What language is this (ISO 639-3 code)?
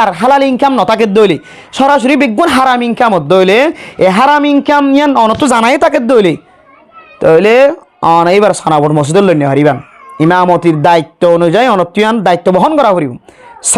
rhg